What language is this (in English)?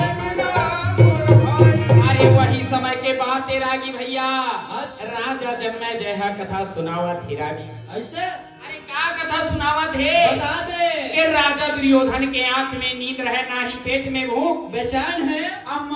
Chhattisgarhi